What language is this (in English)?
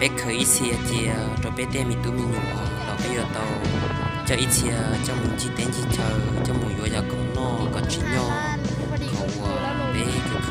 Hmong